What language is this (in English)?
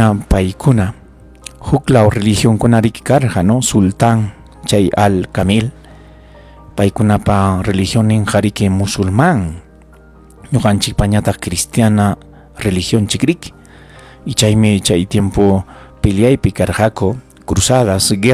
Ayacucho Quechua